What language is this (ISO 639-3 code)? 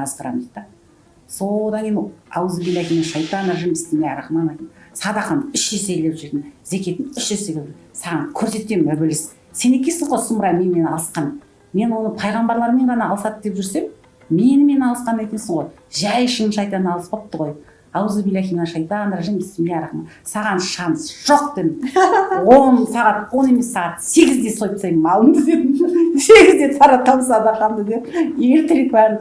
kaz